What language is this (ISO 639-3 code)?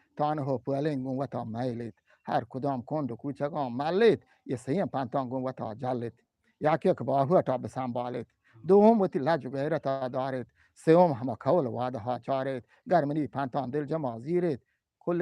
bgp